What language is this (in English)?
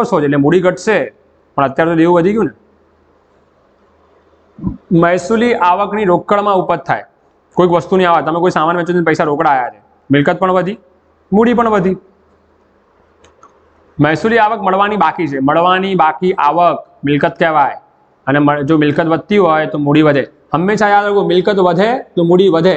Gujarati